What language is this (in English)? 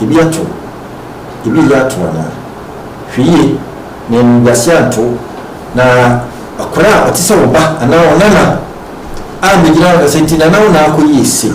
Akan